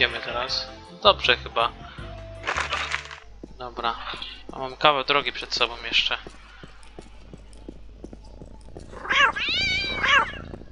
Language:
Polish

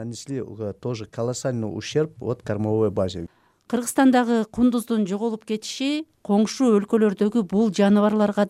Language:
Kyrgyz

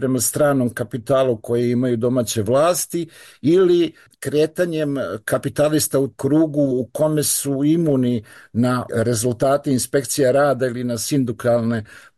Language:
Serbian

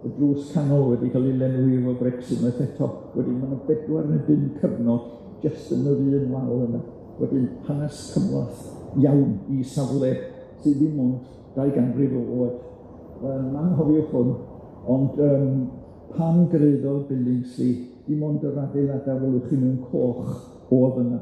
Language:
Welsh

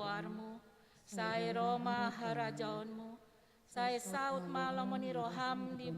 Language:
Batak Toba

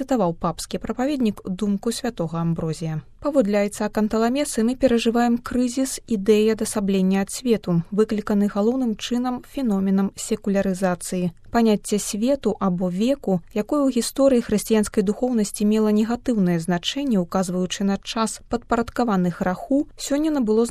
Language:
Belarusian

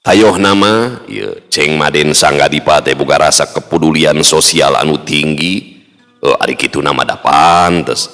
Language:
Sundanese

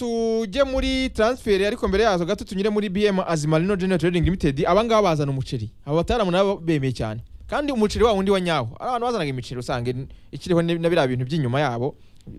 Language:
Kinyarwanda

